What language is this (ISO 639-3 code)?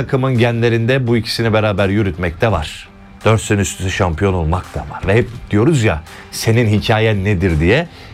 tur